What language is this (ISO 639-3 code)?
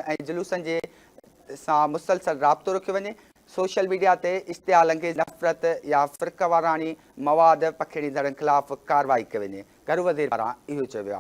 snd